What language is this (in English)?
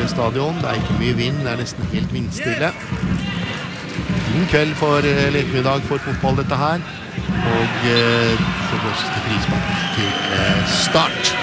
Norwegian